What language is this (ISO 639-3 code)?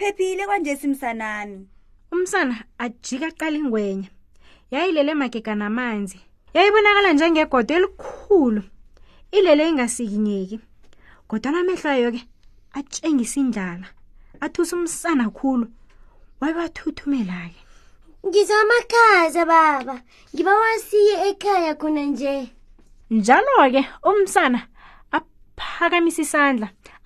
nbl